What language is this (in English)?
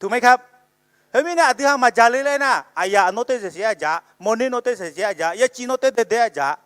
Akha